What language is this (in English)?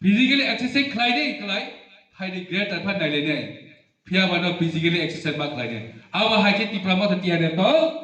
Riang (India)